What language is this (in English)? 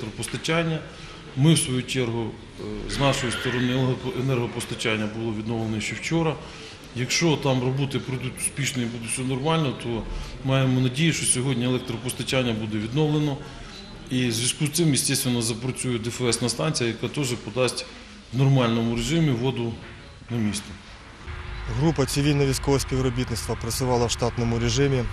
Ukrainian